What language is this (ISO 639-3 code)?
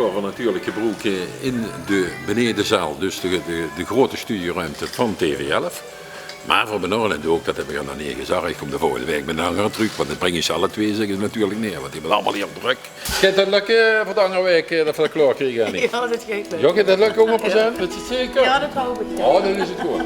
lim